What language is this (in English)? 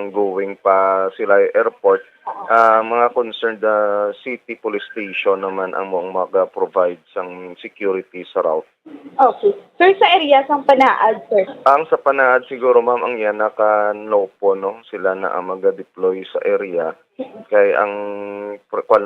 Hiligaynon